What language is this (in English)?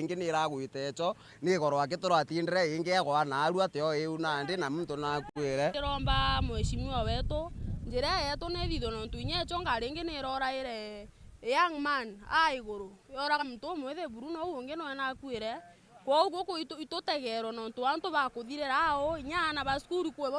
Meru